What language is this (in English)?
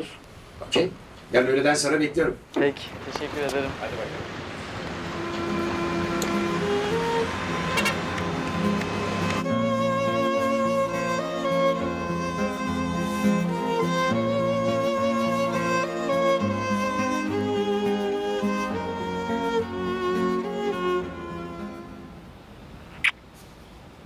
Turkish